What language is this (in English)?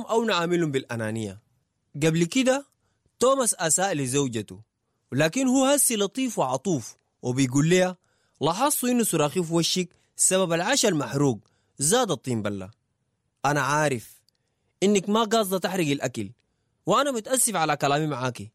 Sudanese Arabic